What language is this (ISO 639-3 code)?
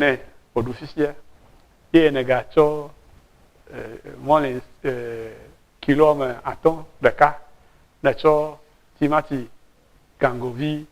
ewe